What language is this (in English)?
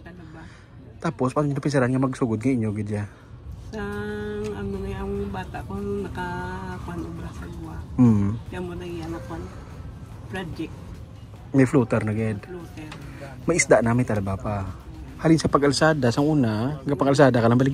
Hiligaynon